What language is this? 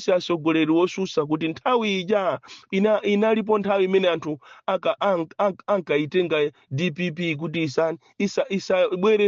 Nyanja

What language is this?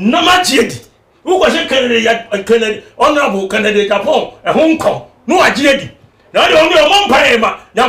Akan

